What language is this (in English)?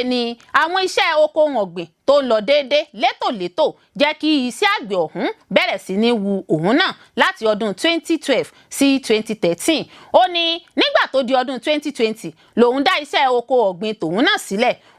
Yoruba